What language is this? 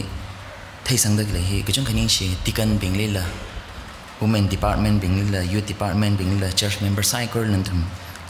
Tangkhul Naga (India)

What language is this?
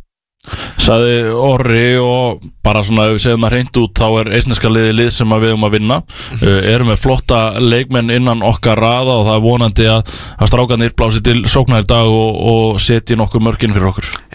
Icelandic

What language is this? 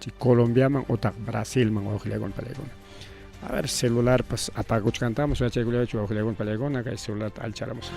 Ayacucho Quechua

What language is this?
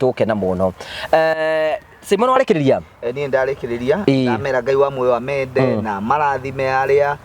Kikuyu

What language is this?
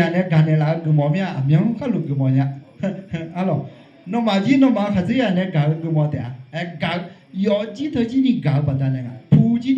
Akha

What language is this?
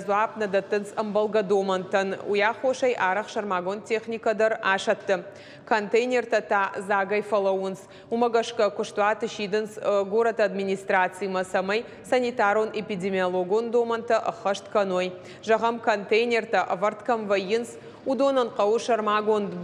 Ossetic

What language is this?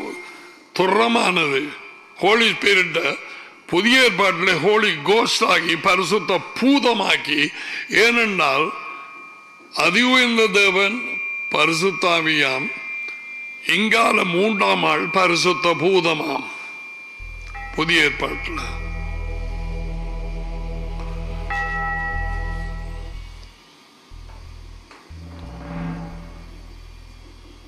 Tamil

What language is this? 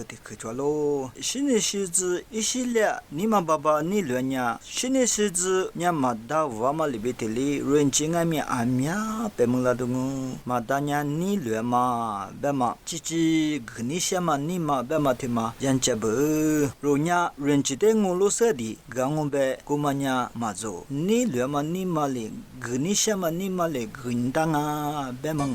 Lisu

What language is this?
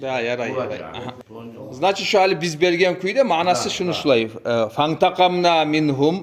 Kumyk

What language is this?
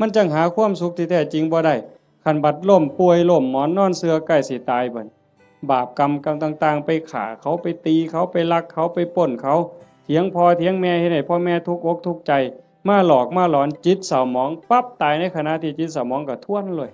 Northeastern Thai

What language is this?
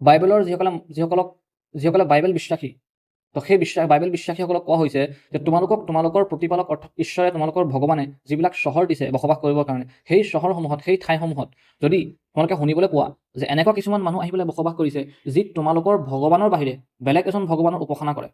Assamese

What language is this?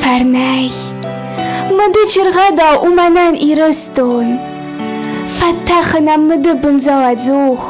Ossetic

